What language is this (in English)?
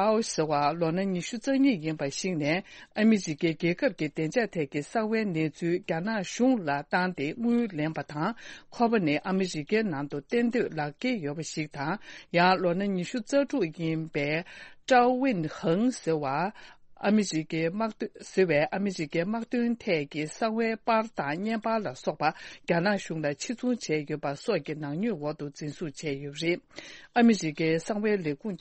Tibetan